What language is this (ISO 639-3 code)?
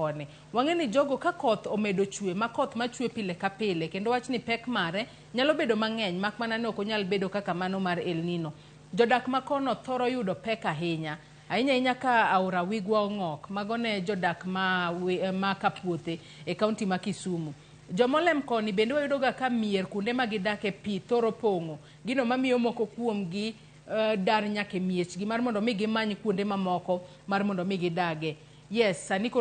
luo